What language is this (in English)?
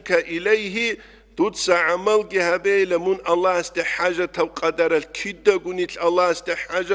Avaric